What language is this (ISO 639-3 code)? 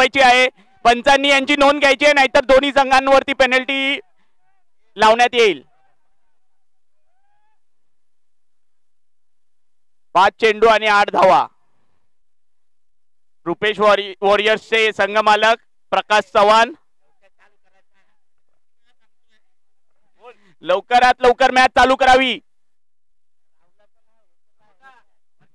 mar